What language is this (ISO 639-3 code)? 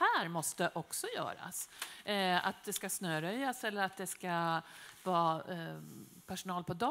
swe